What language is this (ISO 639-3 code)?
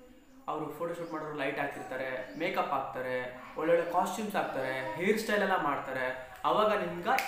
kan